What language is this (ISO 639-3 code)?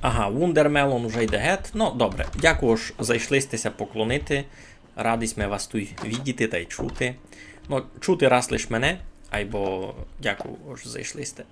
rue